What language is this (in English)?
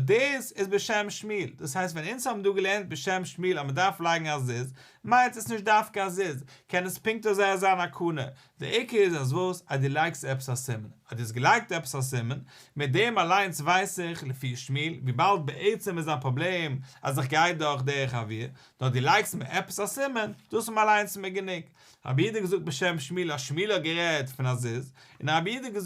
Yiddish